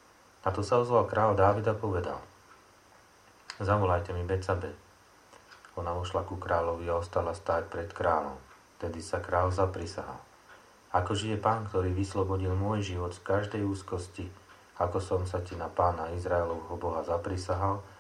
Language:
Slovak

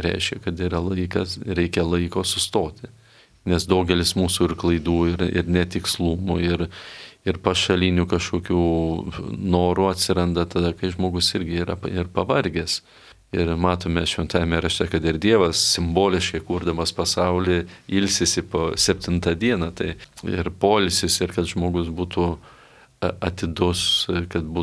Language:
Lithuanian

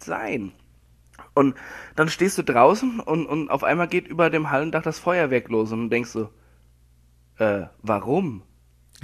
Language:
German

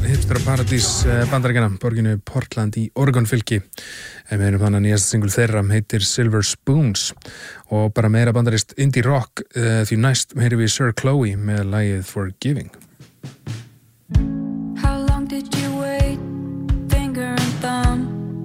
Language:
Icelandic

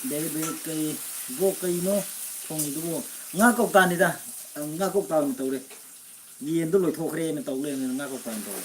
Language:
Manipuri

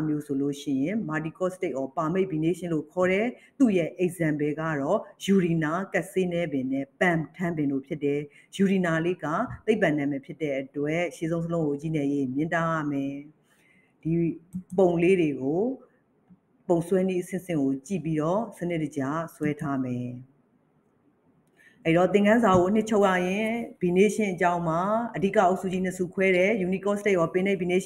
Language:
Burmese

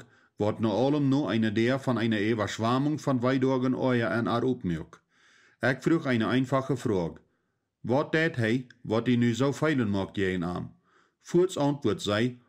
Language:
Plautdietsch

